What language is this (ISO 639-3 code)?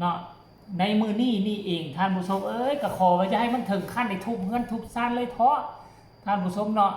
tts